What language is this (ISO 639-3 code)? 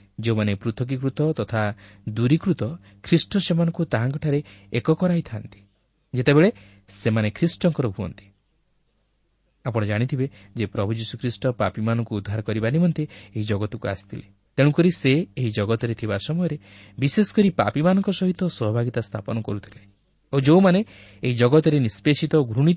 ori